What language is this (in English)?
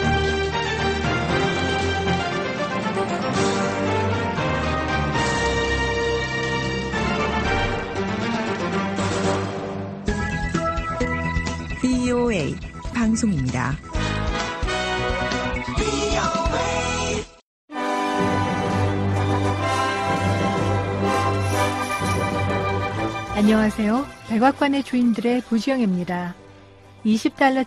Korean